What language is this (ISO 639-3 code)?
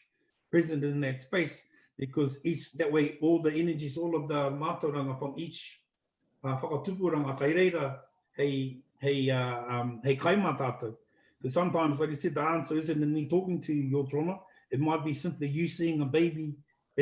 mri